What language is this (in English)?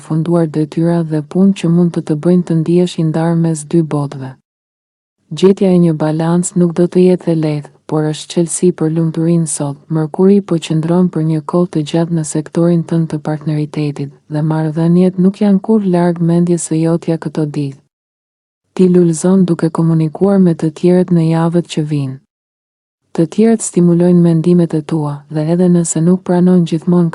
Albanian